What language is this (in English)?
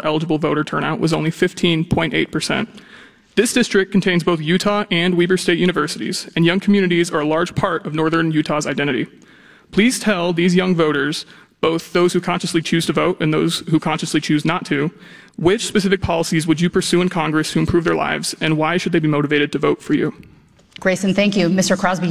English